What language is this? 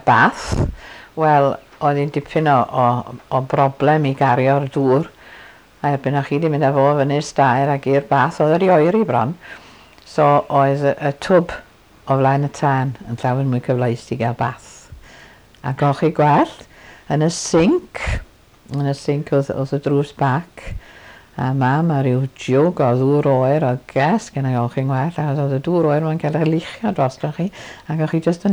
Welsh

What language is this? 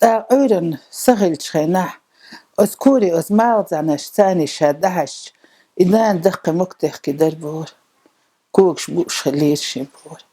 Chechen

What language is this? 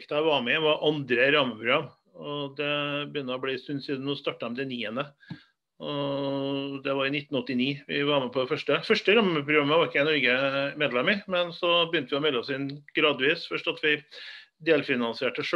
Norwegian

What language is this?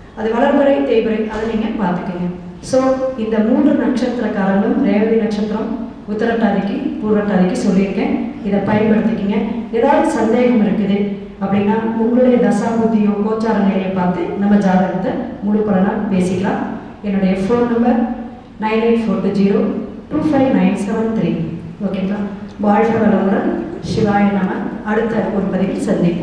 Tamil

